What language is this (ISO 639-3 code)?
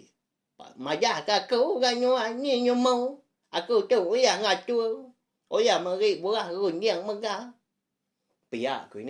iba